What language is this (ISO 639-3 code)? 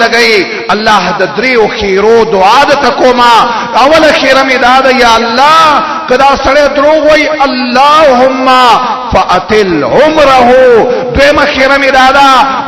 pus